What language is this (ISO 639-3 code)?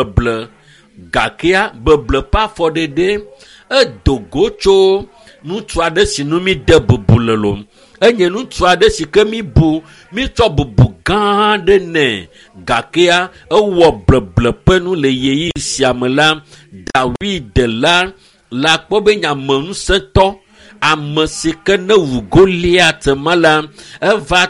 ewe